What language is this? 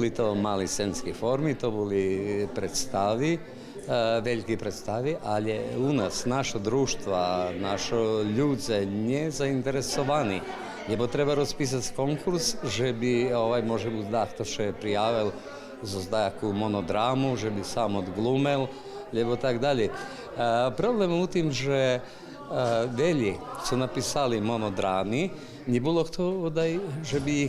Rusyn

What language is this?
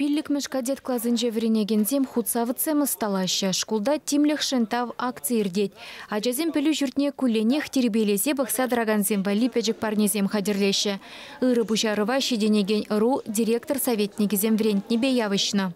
Chuvash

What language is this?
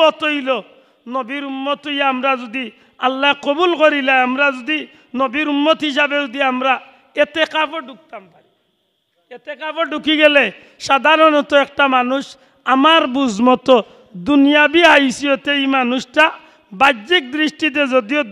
Sylheti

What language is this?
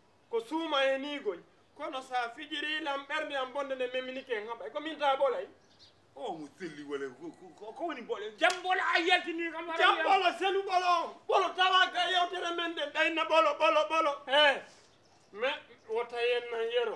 Fula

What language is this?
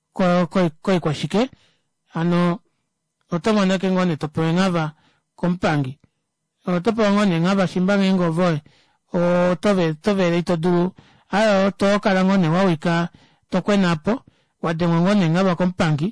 Kuanyama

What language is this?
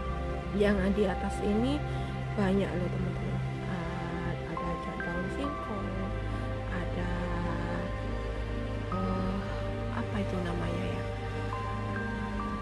Indonesian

